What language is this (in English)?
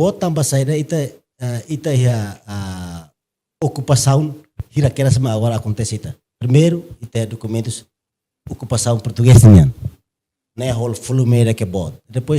Tetum